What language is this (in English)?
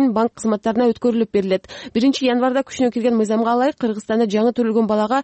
Kyrgyz